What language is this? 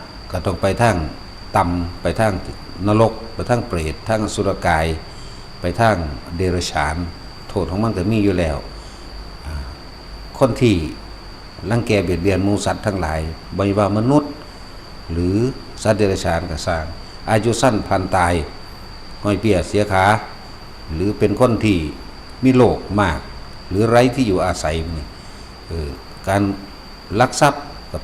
Northeastern Thai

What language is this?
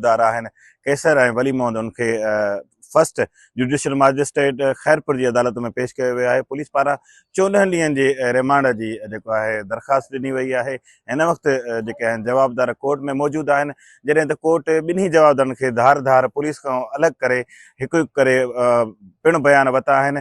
Sindhi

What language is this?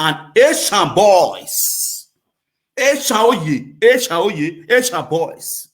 Nigerian Pidgin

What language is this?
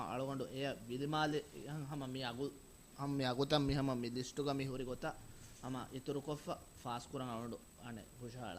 Divehi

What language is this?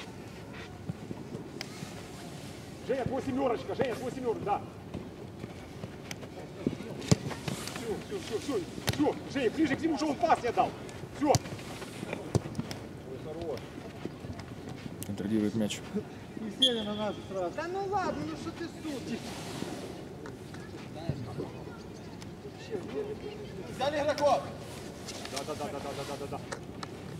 Russian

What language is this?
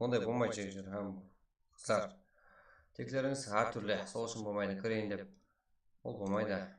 Kara-Kalpak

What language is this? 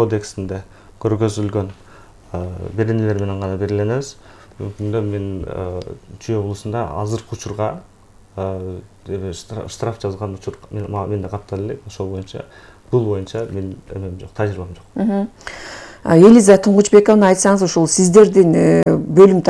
Kyrgyz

